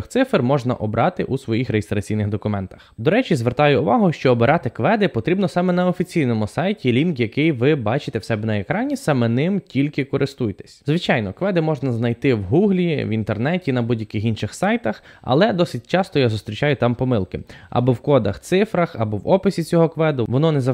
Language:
Ukrainian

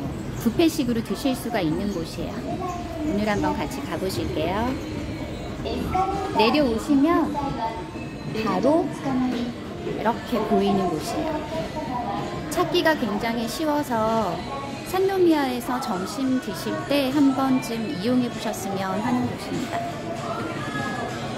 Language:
Korean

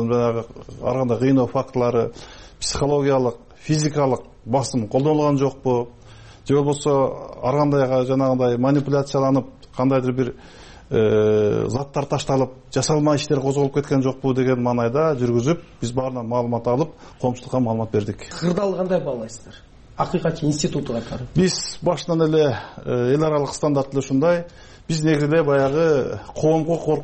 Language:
Kyrgyz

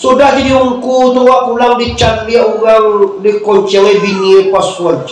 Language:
Minangkabau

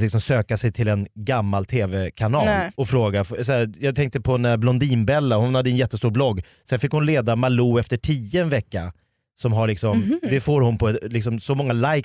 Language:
Swedish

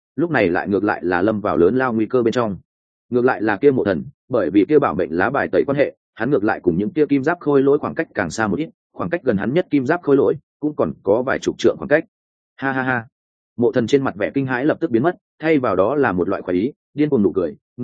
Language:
Vietnamese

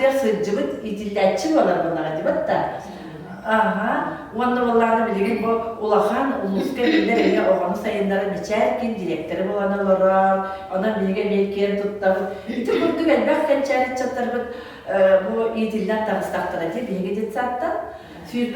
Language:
Yakut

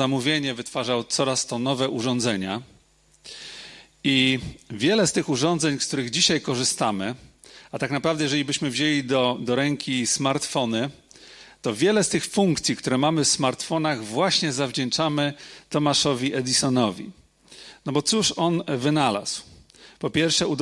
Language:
Polish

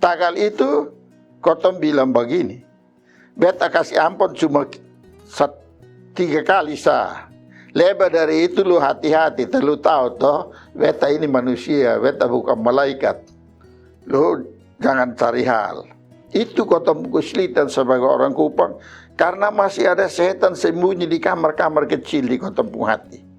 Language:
Kupang Malay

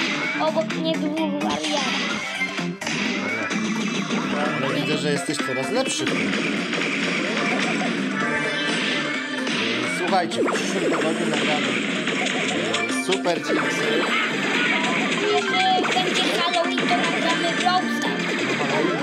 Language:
Polish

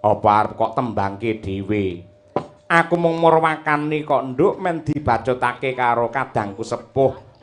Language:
Javanese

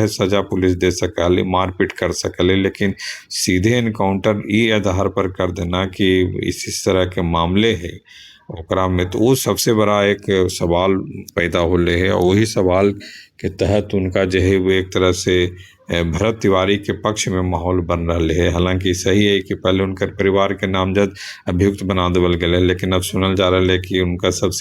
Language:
Magahi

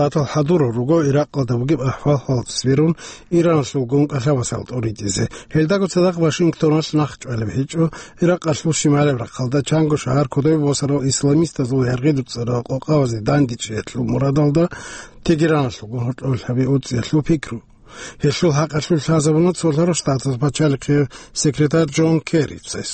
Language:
Avaric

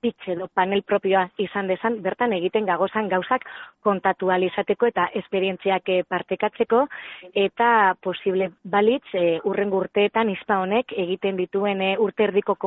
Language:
Basque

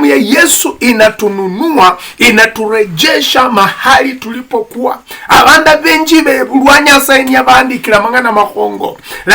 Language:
Luyia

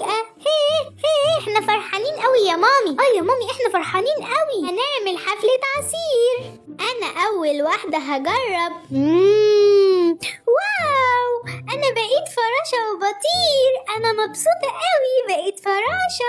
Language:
Egyptian Arabic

